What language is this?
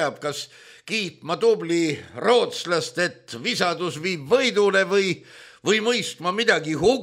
Estonian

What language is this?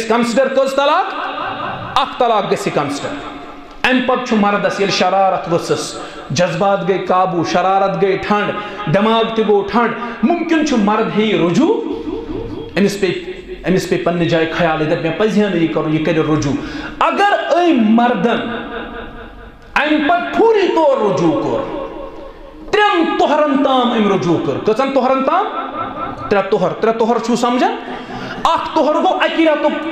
Kashmiri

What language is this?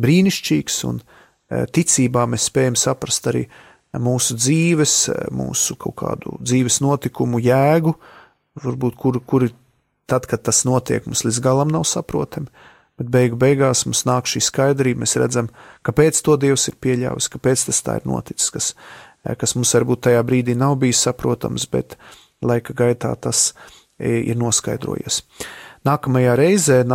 Latvian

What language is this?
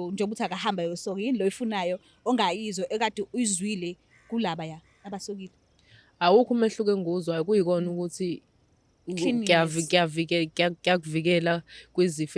Zulu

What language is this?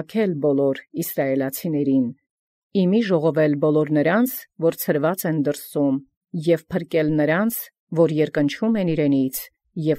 Armenian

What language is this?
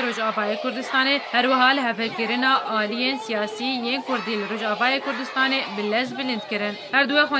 Kurdish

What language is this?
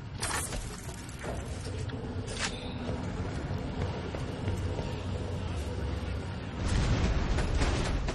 Czech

